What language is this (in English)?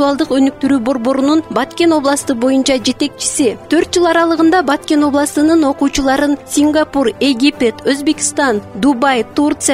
Kyrgyz